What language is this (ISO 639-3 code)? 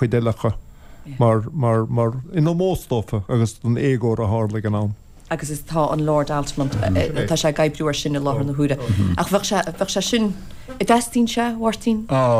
gle